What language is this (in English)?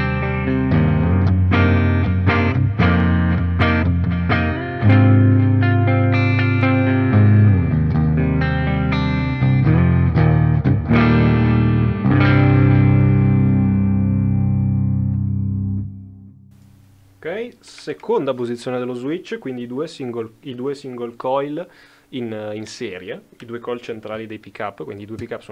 Italian